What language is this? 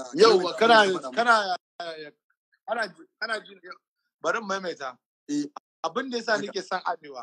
Hausa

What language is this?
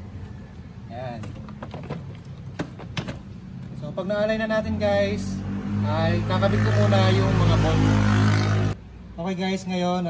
Filipino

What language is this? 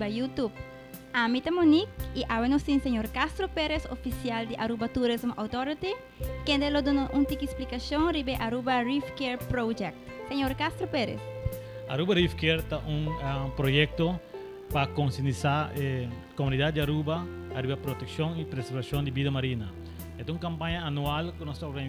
Papiamento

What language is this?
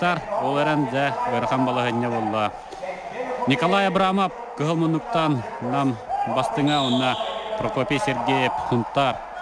Yakut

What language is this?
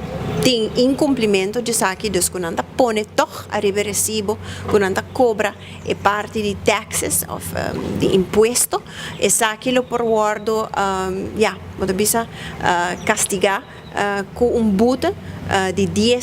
Papiamento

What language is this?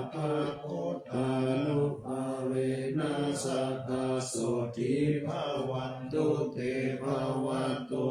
Pali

